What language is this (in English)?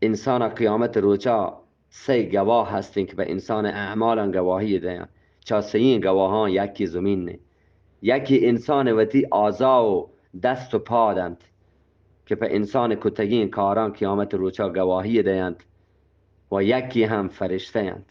Eastern Balochi